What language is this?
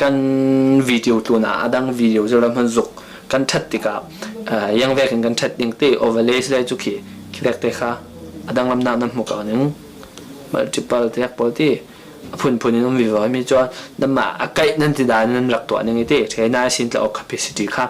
Falam Chin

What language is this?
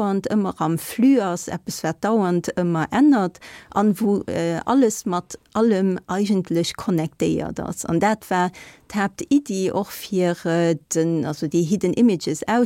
Luxembourgish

